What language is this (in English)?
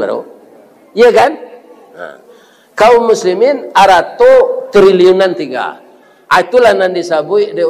Minangkabau